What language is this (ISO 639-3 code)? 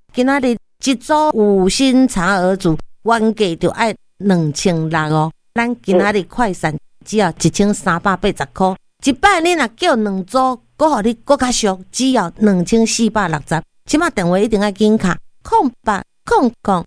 nan